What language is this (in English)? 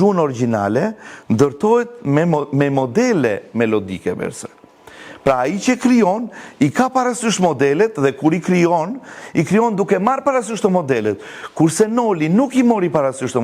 Albanian